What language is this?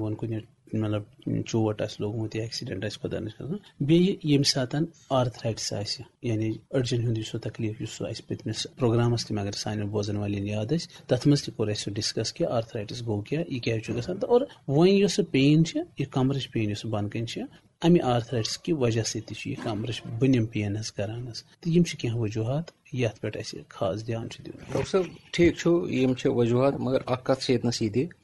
Kashmiri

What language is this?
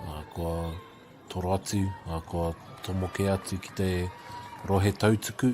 Māori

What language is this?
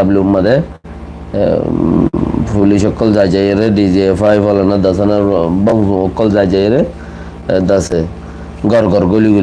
Rohingya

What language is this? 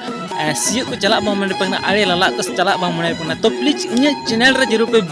Santali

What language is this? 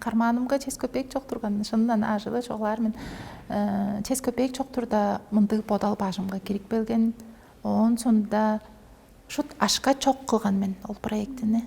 Tuvinian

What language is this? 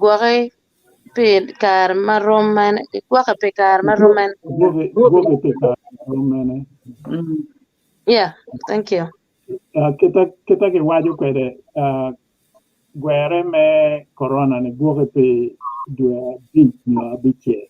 Acoli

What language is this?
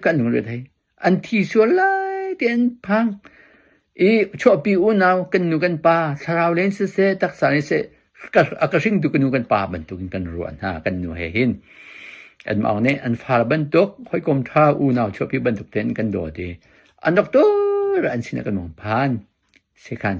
Hakha Chin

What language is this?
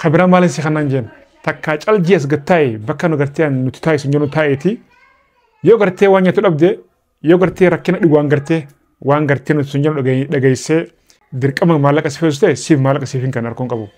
Oromo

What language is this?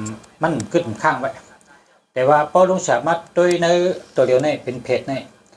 Shan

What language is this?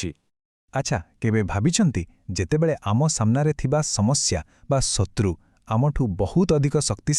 Odia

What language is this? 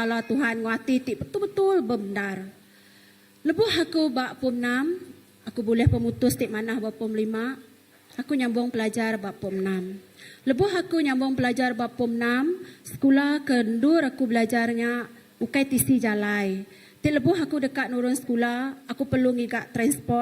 Iban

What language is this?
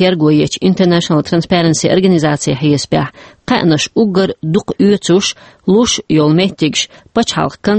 Chechen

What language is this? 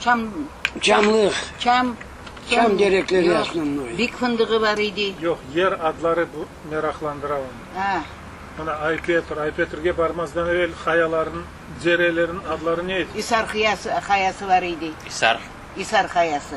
Crimean Tatar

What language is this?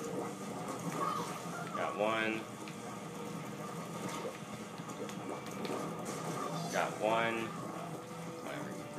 English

